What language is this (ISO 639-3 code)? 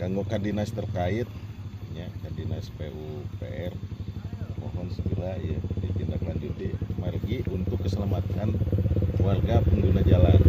sun